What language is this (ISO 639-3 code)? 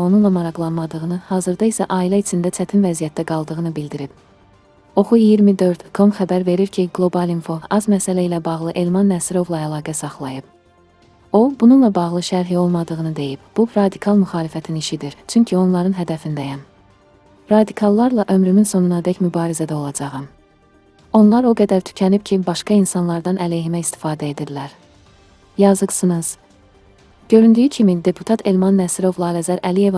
aze